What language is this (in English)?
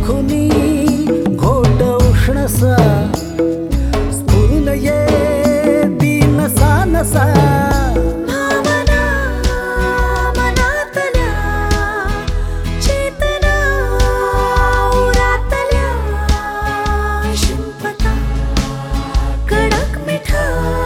Marathi